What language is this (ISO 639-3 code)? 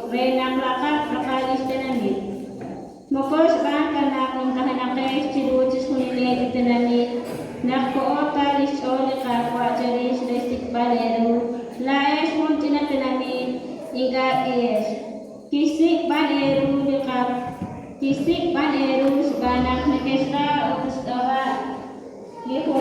kek